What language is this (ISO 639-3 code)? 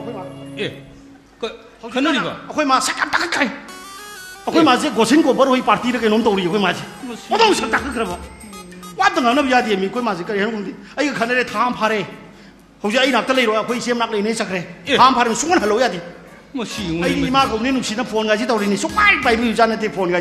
mni